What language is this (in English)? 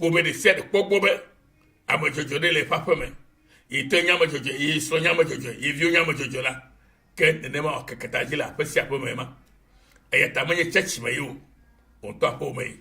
Ewe